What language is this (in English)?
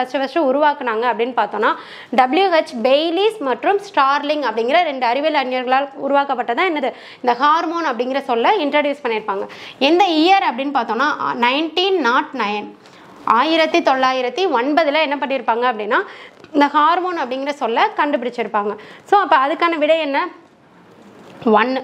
Tamil